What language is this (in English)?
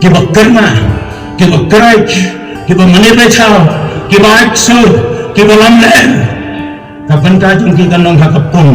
Khasi